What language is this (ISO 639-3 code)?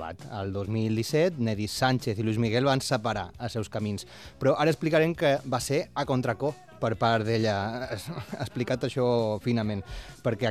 cat